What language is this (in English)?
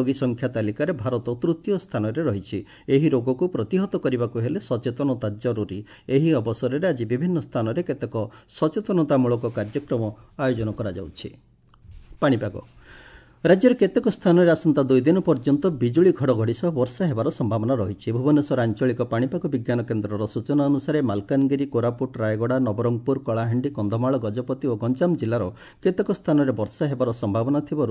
Odia